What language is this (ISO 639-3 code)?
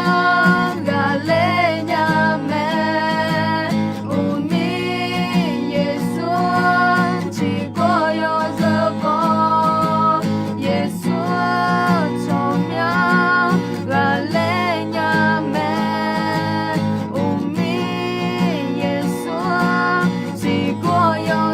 ahk